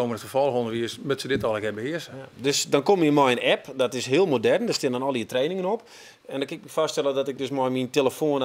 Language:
Western Frisian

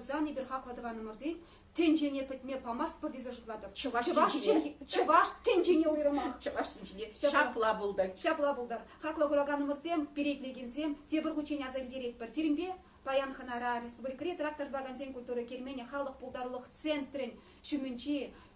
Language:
Chuvash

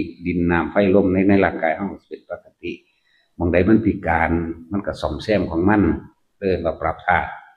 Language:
Northeastern Thai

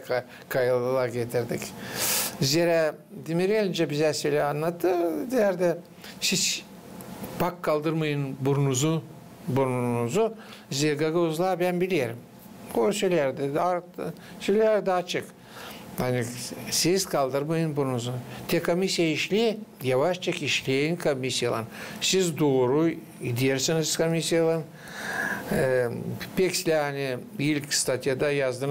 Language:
Gagauz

